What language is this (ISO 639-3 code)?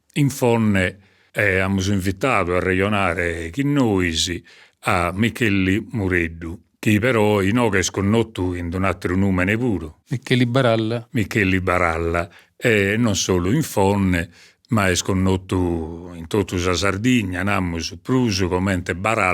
srd